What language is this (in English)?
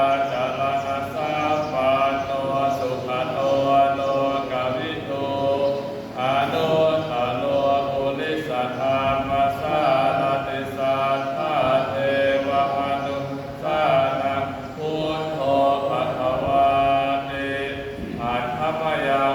Pali